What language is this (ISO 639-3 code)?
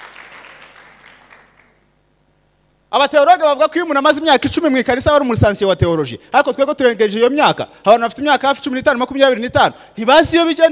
kin